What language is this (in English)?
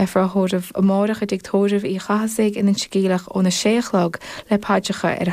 Irish